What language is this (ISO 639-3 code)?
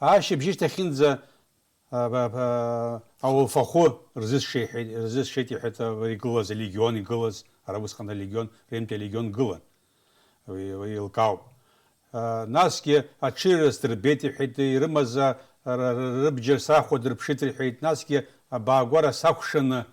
abk